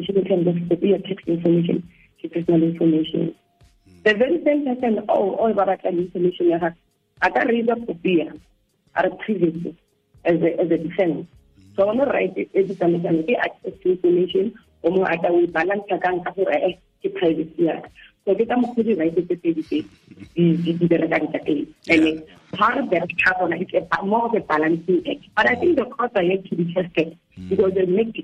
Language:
Tswana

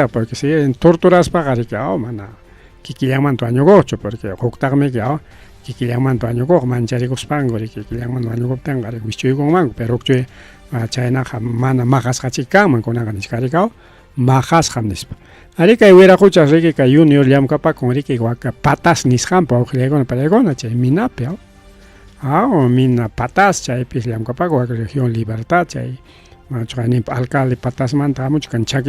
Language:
Ayacucho Quechua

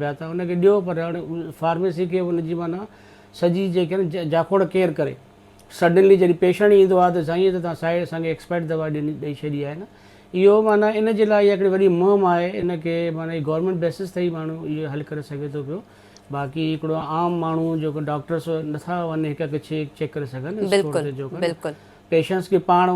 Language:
Sindhi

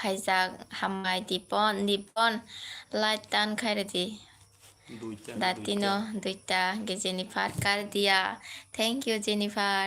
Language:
Kok Borok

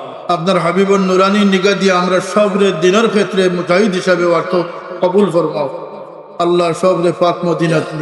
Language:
Sylheti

